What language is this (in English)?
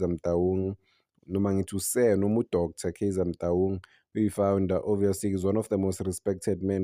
Zulu